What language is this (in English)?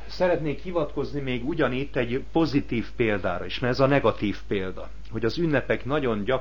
Hungarian